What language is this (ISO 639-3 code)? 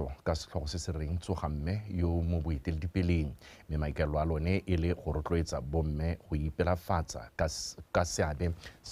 tsn